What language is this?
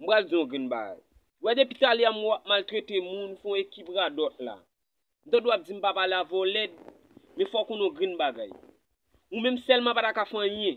Haitian Creole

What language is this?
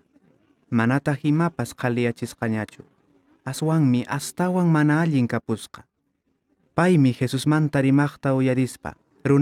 Quechua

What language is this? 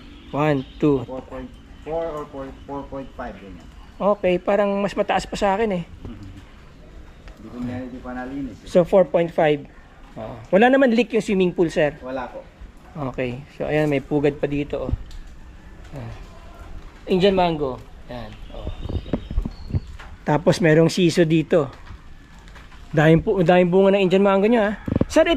Filipino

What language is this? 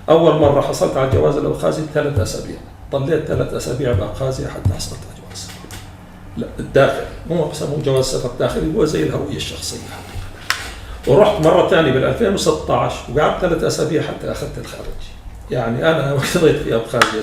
North Levantine Arabic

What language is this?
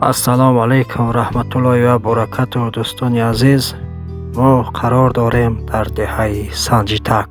Tajik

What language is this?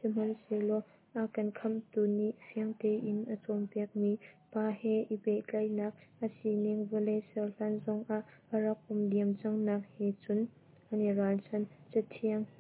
Hakha Chin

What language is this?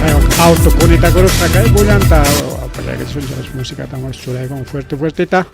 Ayacucho Quechua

